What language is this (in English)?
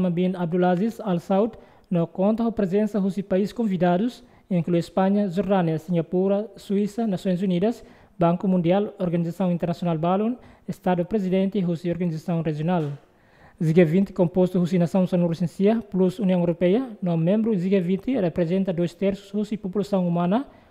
Tetum